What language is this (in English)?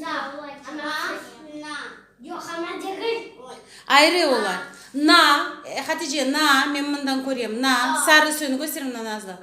Crimean Tatar